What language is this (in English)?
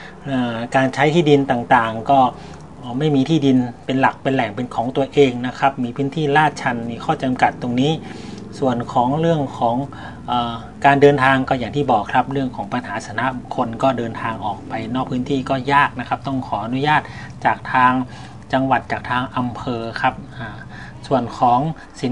Thai